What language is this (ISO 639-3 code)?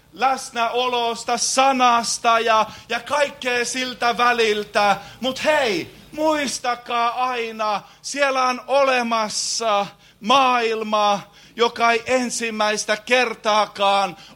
fin